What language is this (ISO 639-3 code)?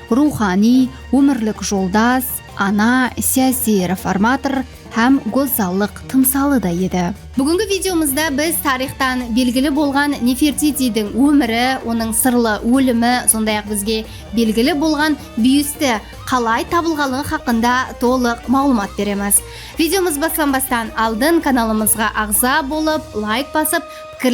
kaa